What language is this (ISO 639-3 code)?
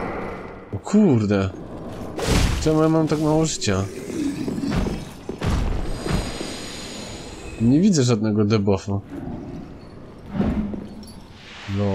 pol